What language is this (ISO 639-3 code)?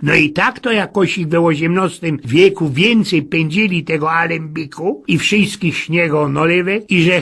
szl